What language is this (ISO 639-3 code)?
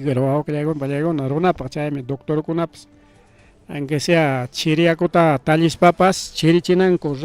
quy